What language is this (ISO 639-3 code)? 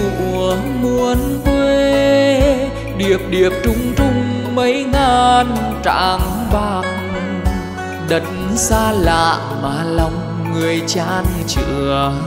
vie